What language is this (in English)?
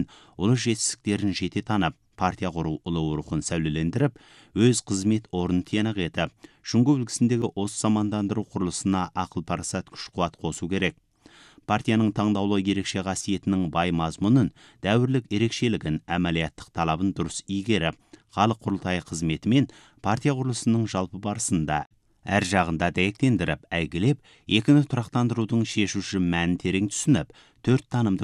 Kazakh